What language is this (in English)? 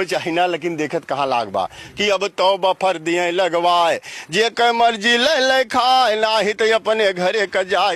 Bhojpuri